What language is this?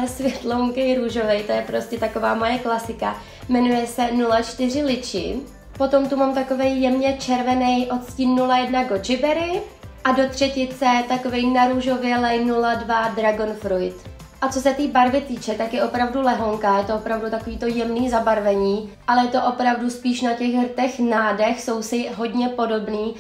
Czech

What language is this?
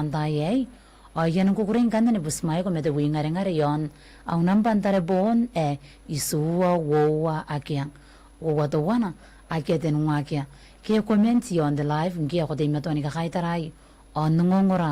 Gilbertese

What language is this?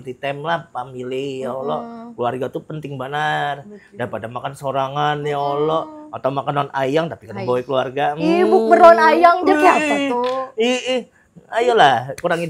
Banjar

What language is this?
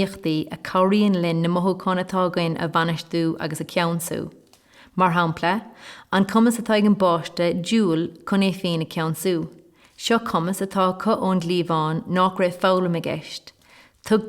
Irish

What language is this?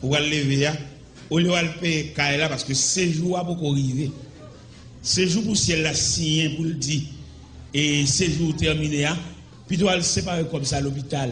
Haitian Creole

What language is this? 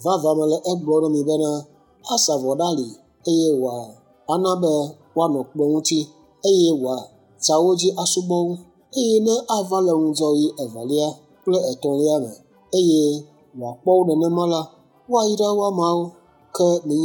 Ewe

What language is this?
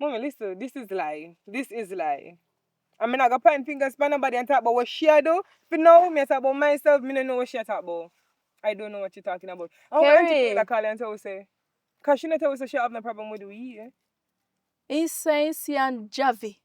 Jamaican Creole English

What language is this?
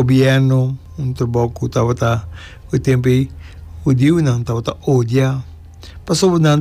Papiamento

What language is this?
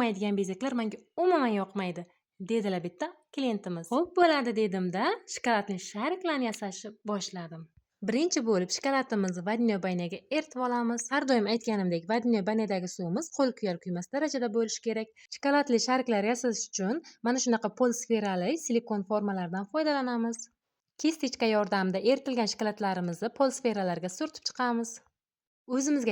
Uzbek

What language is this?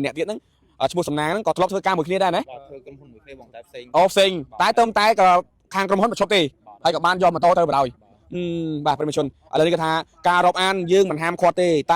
Khmer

